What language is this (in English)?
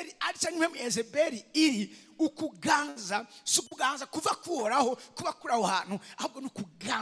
Rundi